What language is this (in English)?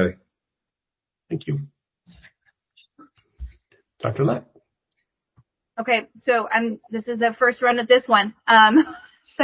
English